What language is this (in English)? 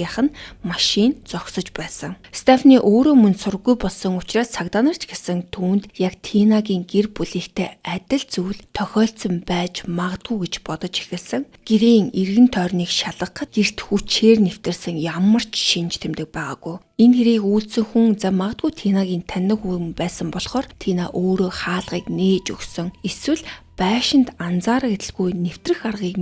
Mongolian